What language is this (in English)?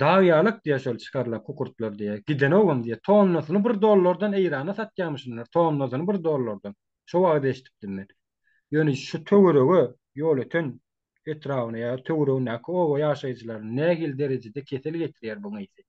Turkmen